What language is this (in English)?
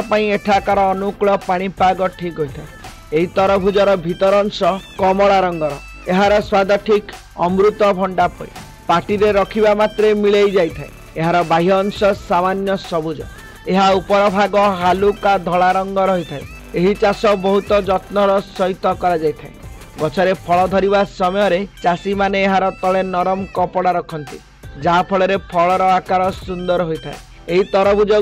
Odia